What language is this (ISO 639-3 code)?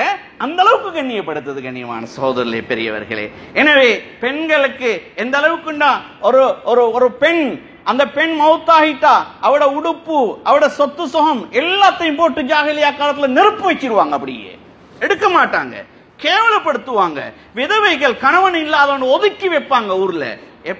tam